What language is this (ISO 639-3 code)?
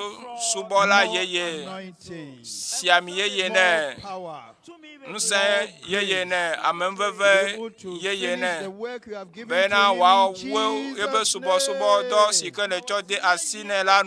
ewe